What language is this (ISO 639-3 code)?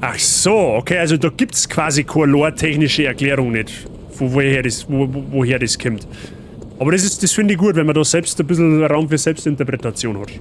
bar